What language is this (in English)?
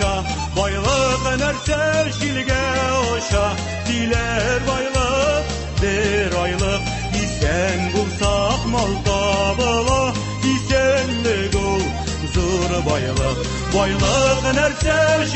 Tatar